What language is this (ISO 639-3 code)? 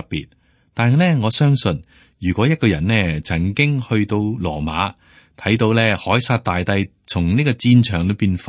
yue